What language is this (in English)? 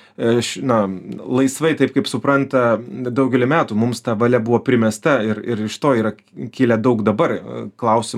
Lithuanian